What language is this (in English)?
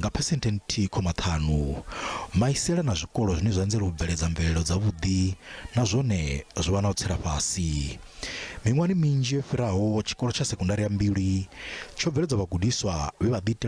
Venda